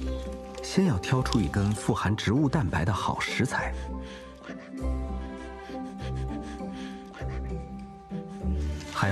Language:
Chinese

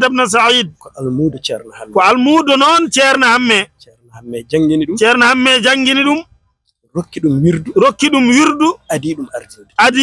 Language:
Fula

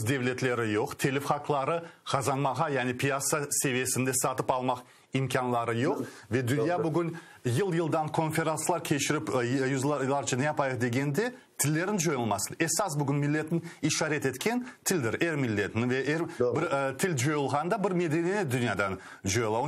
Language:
Crimean Tatar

